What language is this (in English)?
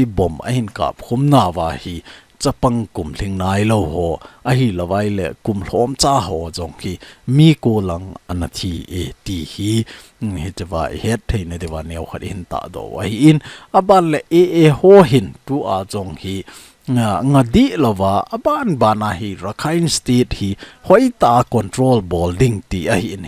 Thado Chin